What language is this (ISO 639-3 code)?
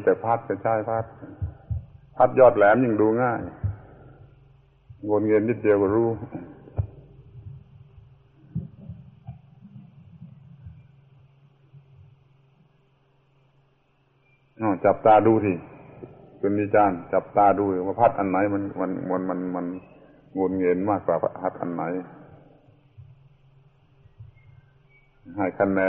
tha